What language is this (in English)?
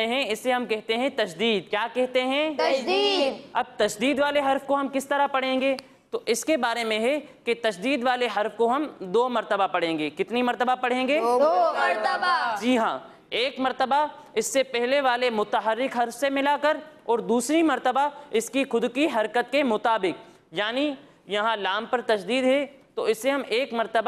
Urdu